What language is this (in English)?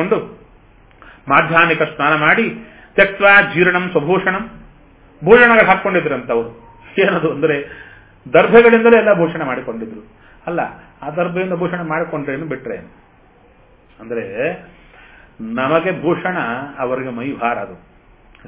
Kannada